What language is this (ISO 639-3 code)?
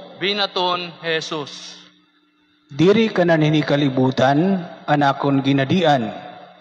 war